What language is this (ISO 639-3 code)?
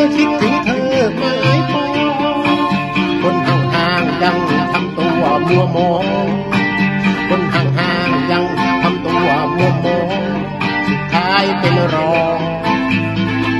tha